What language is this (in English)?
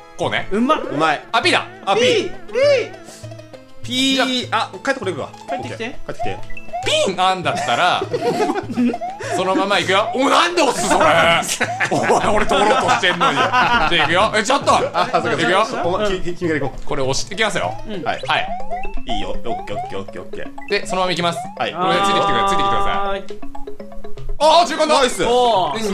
Japanese